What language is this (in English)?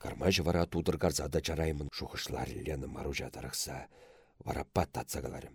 Chuvash